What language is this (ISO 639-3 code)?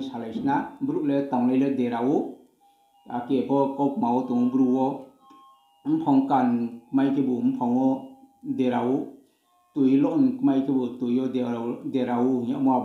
ria